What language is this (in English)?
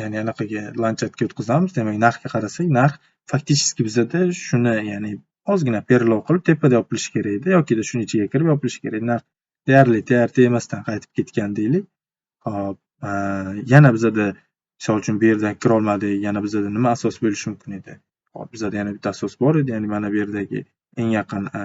Uzbek